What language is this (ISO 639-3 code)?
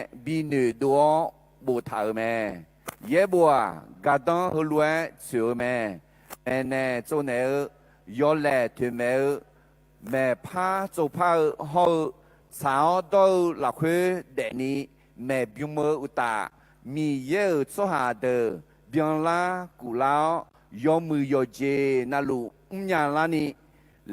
ahk